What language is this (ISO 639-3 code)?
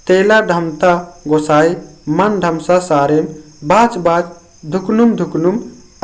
kru